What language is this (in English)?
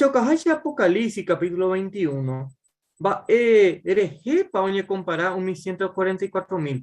Guarani